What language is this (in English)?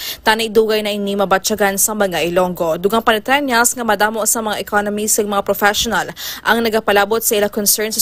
Hiligaynon